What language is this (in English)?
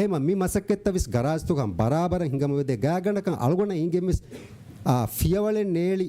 Divehi